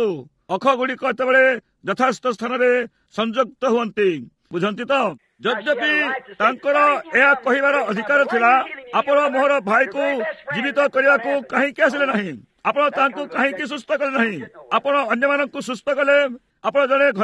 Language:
Odia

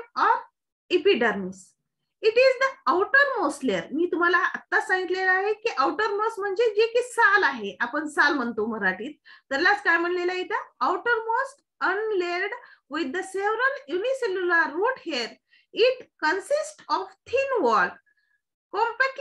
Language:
Marathi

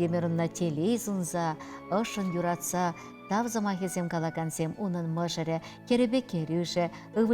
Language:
Chuvash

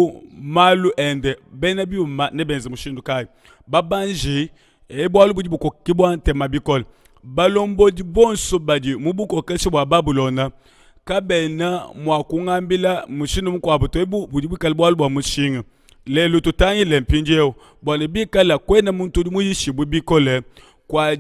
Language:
Luba-Lulua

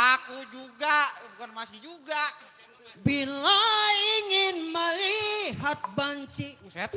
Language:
Betawi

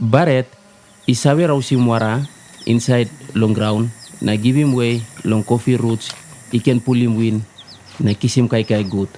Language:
Tok Pisin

